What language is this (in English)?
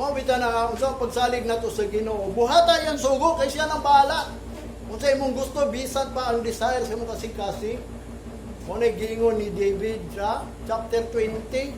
Cebuano